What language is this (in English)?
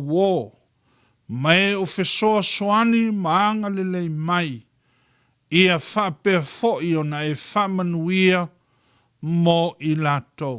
Samoan